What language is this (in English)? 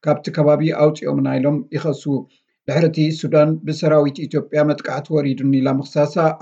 Tigrinya